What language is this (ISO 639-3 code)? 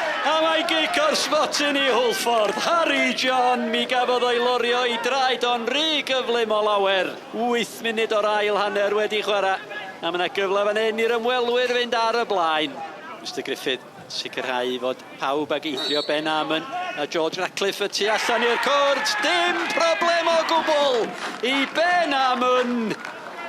cym